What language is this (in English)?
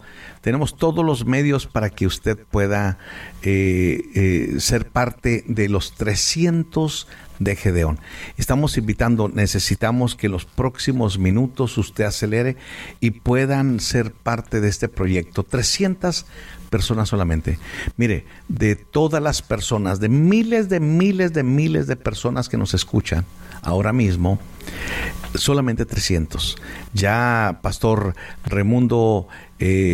Spanish